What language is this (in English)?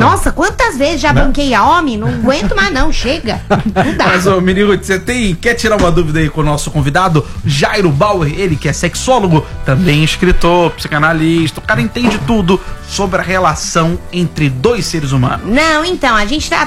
Portuguese